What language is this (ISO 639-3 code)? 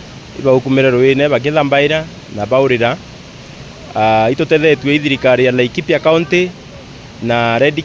mer